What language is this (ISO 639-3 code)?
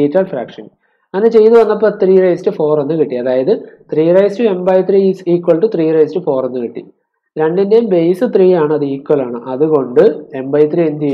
mal